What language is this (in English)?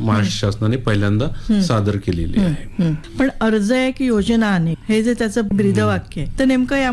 Marathi